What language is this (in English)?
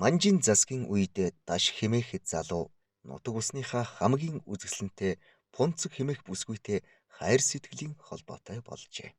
Mongolian